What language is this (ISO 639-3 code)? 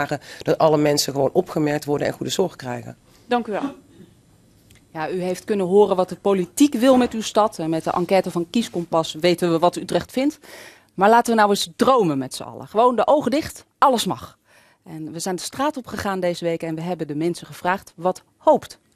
nld